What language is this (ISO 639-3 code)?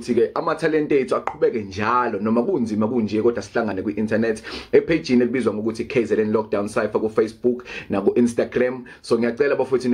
zul